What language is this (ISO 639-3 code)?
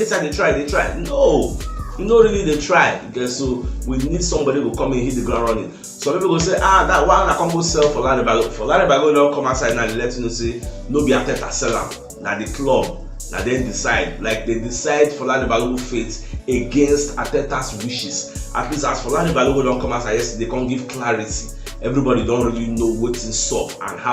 pcm